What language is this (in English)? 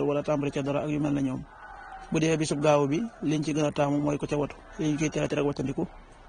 Wolof